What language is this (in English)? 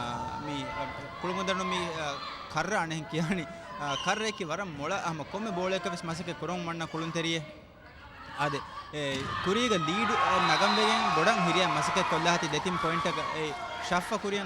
Divehi